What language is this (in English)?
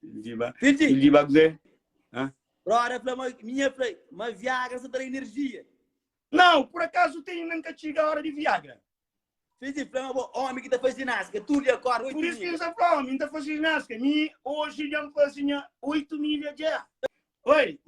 Kabuverdianu